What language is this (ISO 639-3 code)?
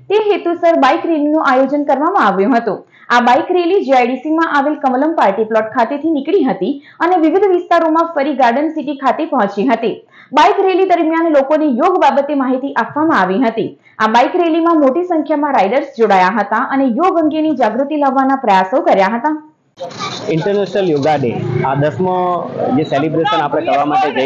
guj